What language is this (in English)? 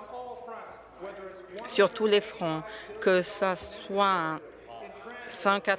French